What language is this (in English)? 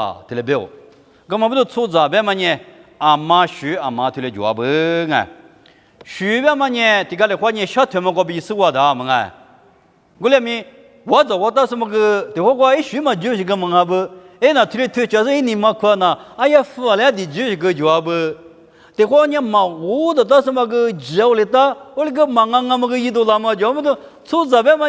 Lisu